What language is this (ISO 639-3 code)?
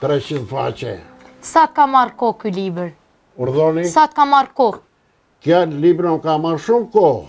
sqi